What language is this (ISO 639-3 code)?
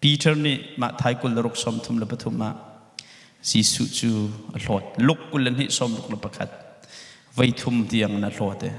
cnh